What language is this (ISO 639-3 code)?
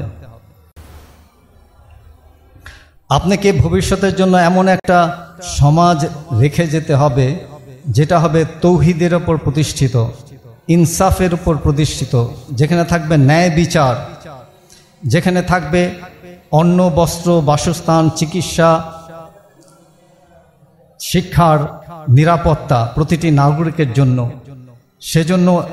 ben